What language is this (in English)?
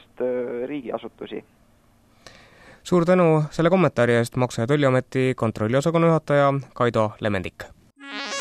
Estonian